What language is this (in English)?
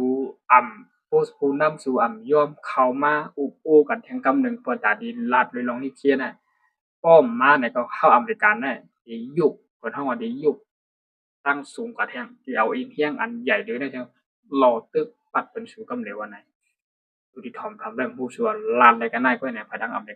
Shan